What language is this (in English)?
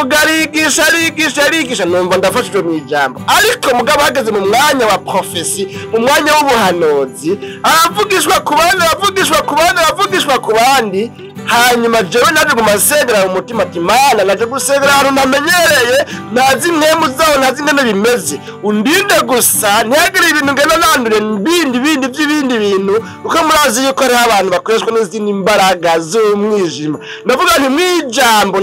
Rundi